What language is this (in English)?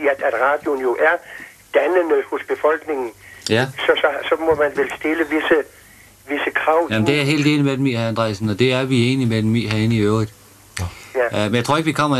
Danish